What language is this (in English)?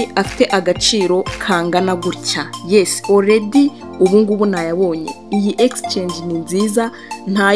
Kinyarwanda